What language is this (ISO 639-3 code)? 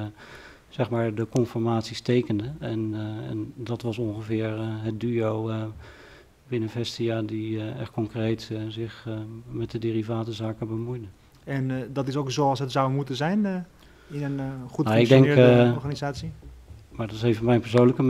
nld